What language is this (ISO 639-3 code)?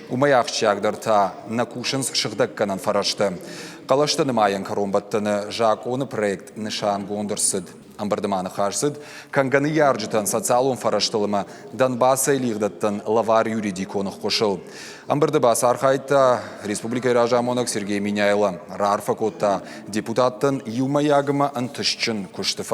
oss